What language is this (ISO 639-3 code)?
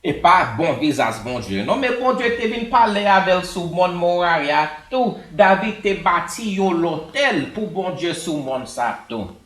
hat